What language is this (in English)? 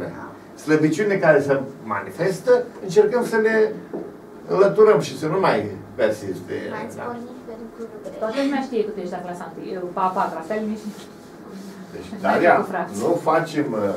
Romanian